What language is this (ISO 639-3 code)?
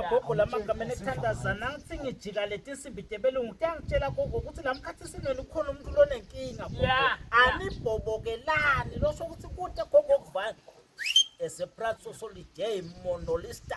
ssw